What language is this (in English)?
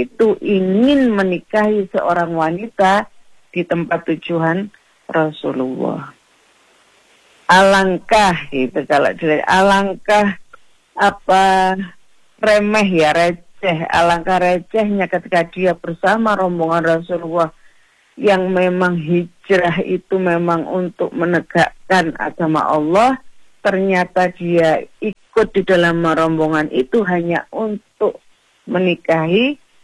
Indonesian